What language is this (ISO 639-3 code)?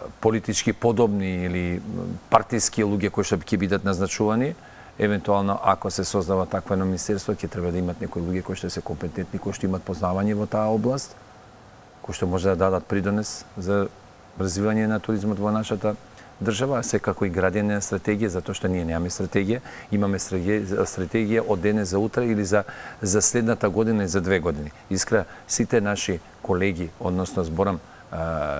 mkd